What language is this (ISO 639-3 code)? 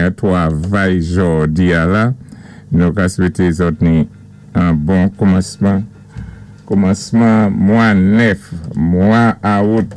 acf